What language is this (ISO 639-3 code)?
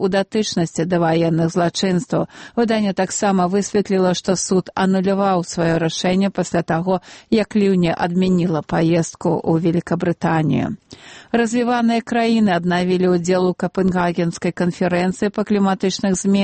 bel